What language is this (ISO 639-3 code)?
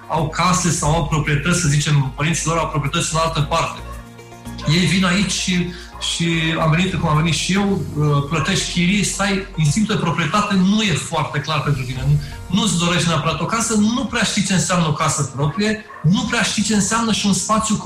ron